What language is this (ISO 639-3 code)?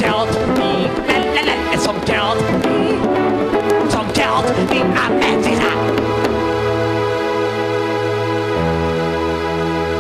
slk